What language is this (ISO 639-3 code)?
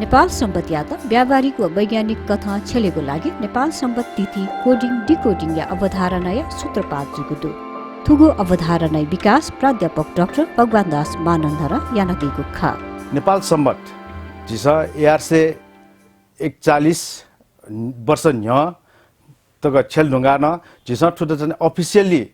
new